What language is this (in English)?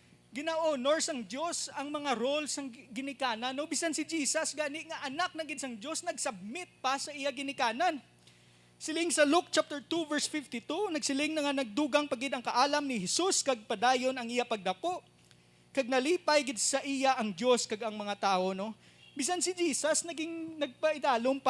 Hiligaynon